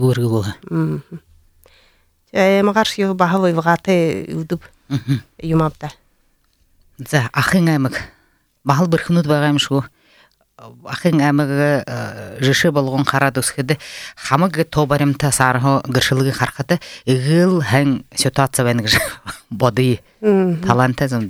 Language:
Buriat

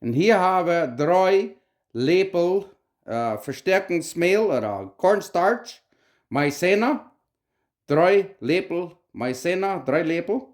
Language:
Plautdietsch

